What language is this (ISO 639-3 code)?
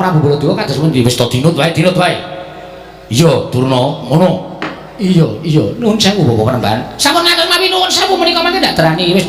jav